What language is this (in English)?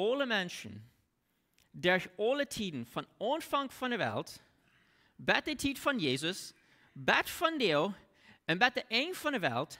Plautdietsch